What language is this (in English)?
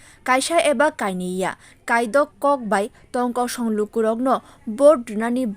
Kok Borok